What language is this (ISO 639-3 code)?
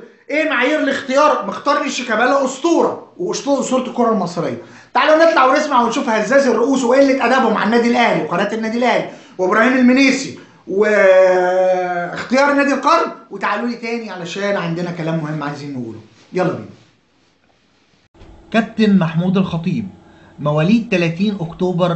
arz